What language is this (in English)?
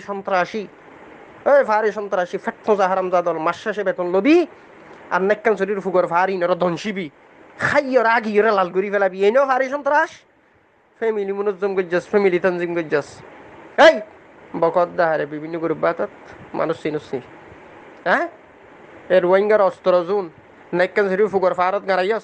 Rohingya